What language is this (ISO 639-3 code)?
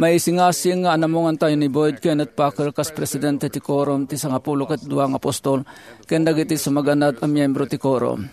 ilo